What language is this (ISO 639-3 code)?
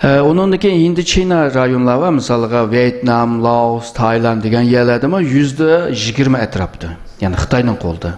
uig